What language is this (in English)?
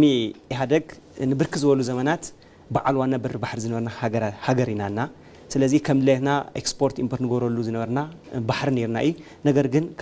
Tigrinya